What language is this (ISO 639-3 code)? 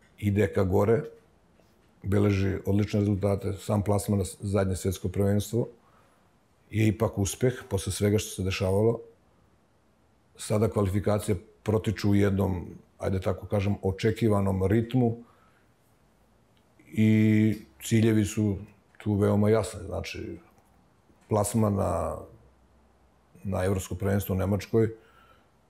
srp